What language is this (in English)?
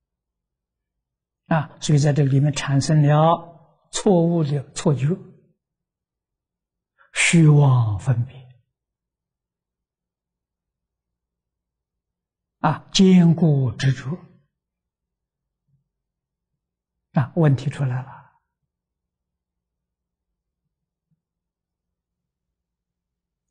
Chinese